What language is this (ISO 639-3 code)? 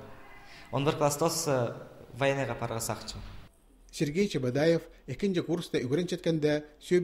kjh